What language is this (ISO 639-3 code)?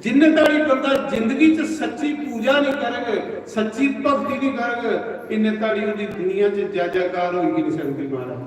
doi